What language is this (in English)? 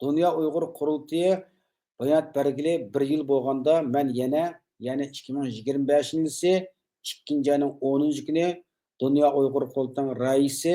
Uyghur